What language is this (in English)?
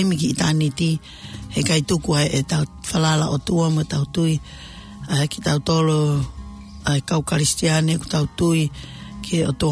Tongan